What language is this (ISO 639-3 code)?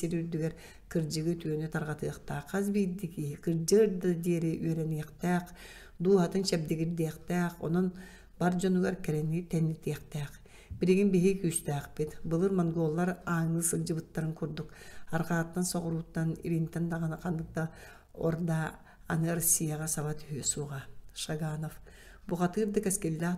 sah